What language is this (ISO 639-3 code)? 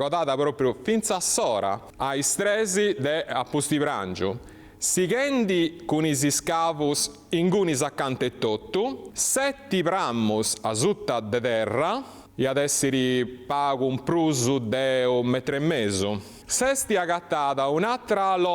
srd